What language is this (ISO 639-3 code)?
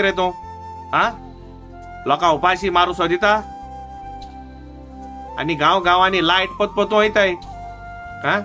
kok